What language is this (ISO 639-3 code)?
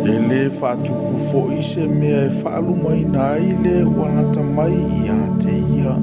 smo